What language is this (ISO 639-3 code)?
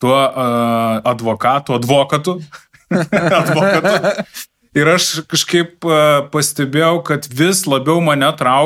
lit